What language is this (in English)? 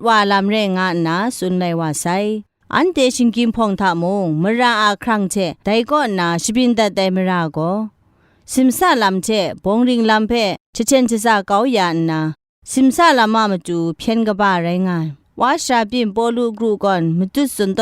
Kachin